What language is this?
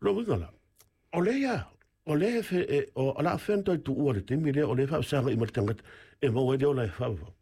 Samoan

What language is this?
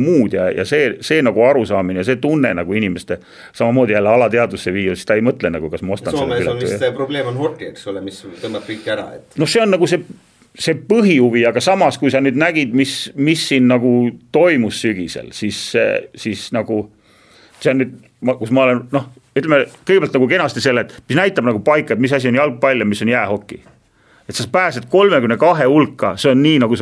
Estonian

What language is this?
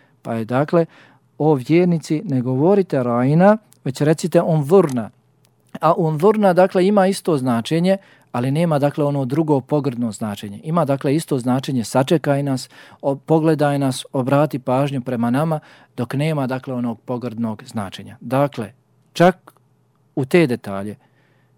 Bosnian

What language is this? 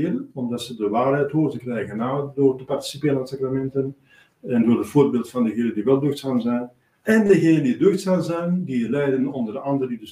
Dutch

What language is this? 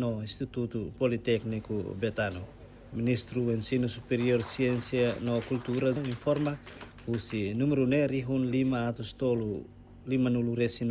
Tetum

